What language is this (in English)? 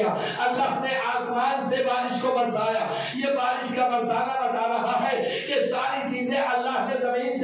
Hindi